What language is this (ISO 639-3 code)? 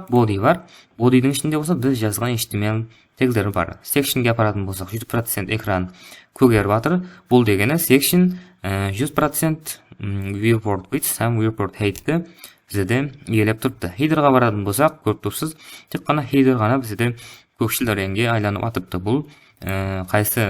kaa